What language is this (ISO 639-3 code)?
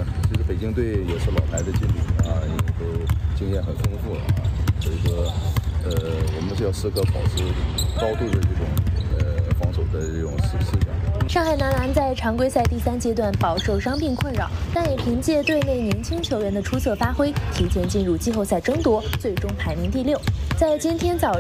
zho